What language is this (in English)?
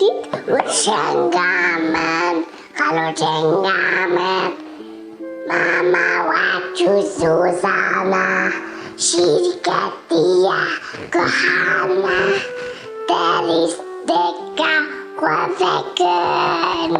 Kurdish